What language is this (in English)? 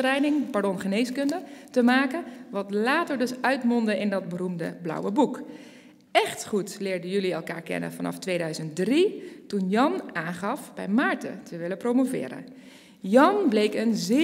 Dutch